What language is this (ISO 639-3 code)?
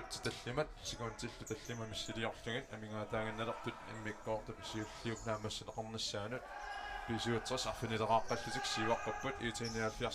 kal